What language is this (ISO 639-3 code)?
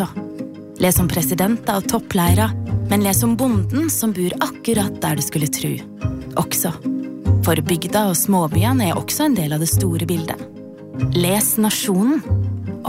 nor